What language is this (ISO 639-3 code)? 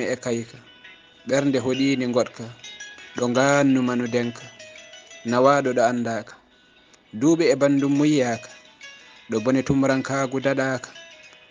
ful